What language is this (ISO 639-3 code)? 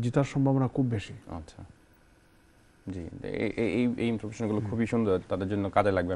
ben